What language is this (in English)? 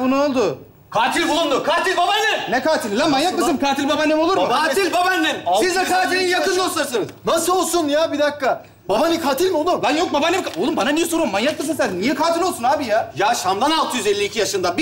Turkish